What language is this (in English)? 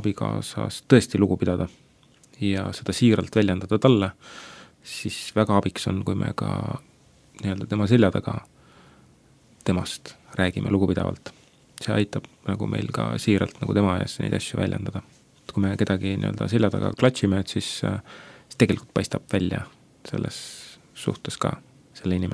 Estonian